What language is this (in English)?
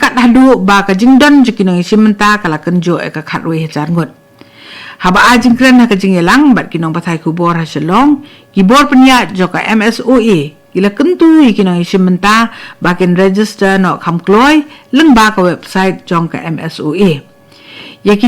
Khasi